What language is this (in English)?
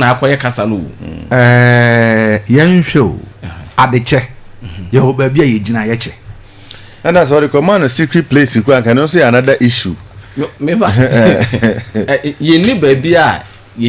Akan